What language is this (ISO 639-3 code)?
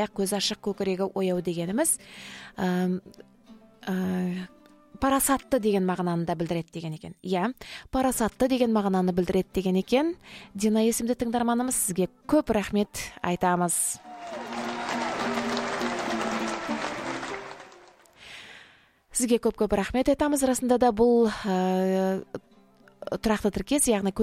kaz